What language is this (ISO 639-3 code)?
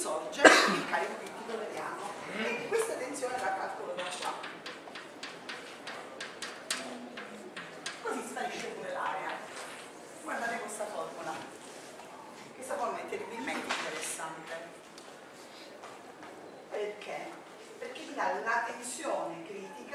ita